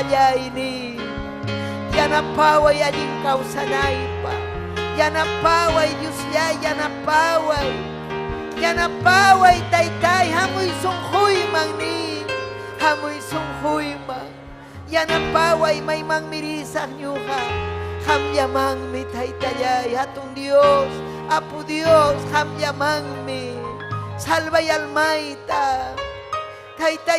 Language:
Ayacucho Quechua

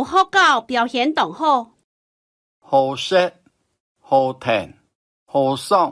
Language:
Hakka Chinese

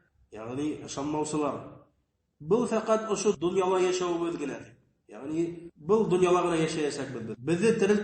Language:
Bashkir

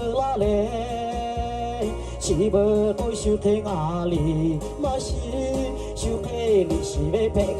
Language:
Lahu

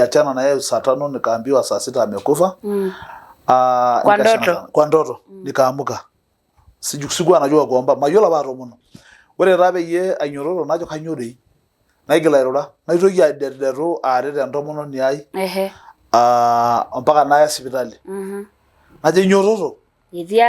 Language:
Masai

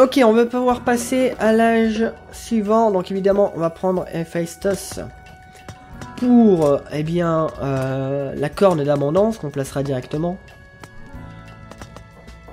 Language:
French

